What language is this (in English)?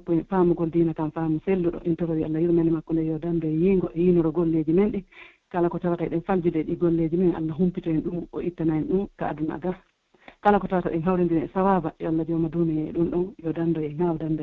Pular